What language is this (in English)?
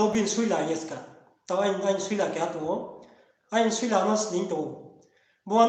Riang (India)